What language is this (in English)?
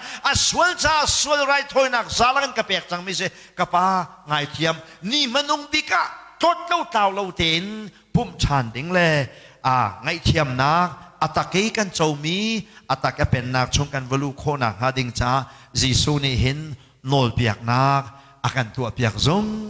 Hakha Chin